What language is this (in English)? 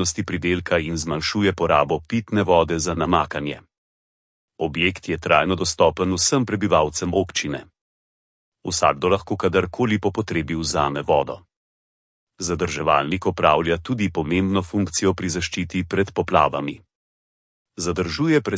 Slovenian